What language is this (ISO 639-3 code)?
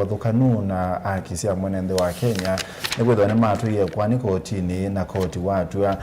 kam